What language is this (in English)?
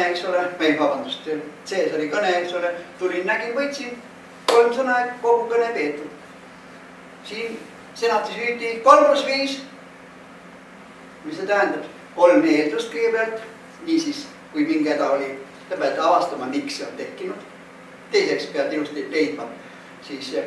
Estonian